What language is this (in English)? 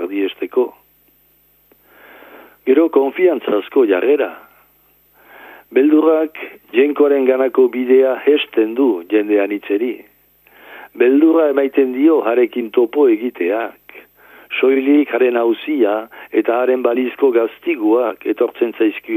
Basque